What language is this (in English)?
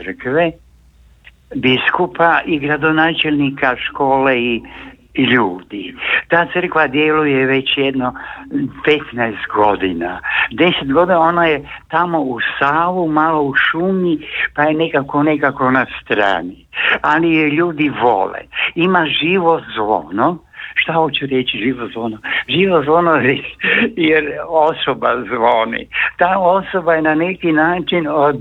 Croatian